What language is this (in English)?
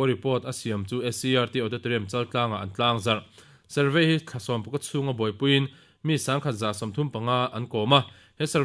Mizo